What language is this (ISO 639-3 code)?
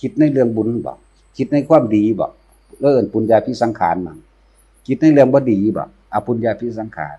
tts